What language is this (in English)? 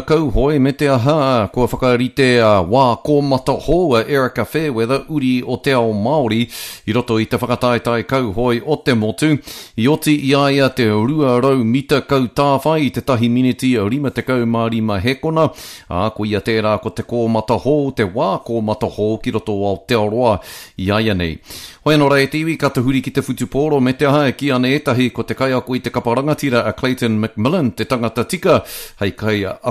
Māori